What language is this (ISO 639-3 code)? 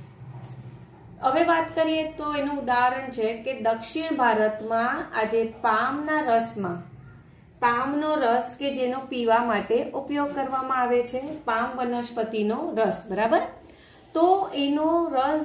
guj